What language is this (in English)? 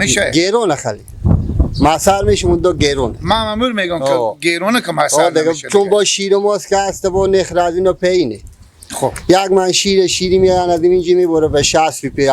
Persian